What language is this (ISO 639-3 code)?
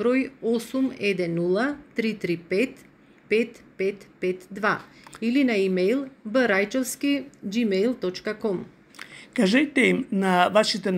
mkd